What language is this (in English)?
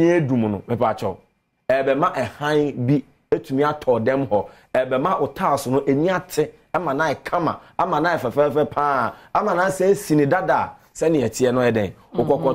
Akan